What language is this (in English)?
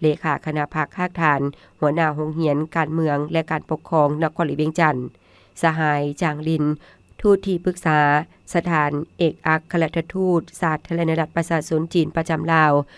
Lao